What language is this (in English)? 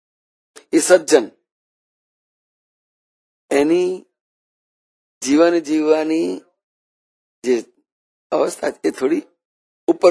Gujarati